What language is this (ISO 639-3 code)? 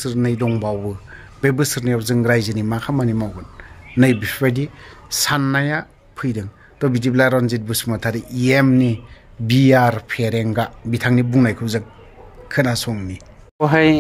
brx